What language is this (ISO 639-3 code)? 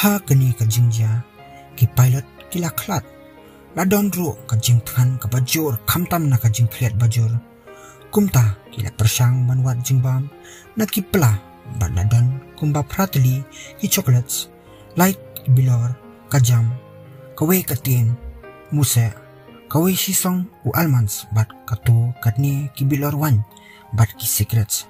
kha